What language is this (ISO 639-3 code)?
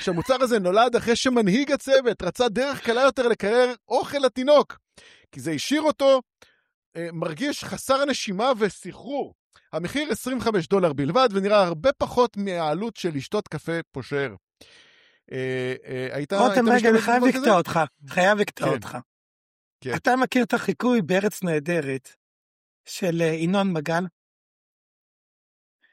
heb